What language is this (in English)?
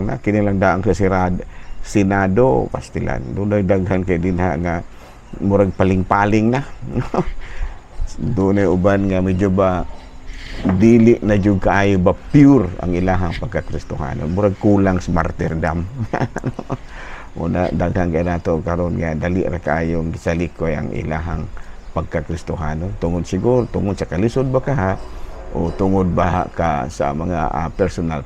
Cebuano